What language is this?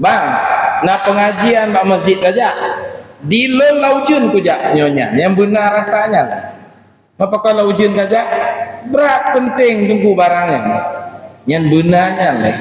Achinese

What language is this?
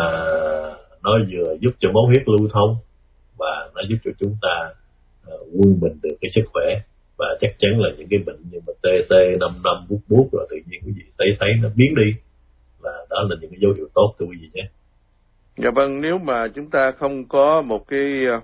Vietnamese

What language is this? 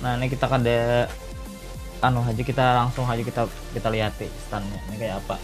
Banjar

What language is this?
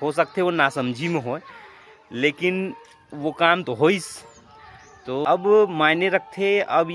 Chhattisgarhi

